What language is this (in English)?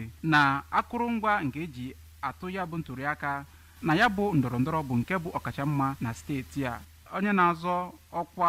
Igbo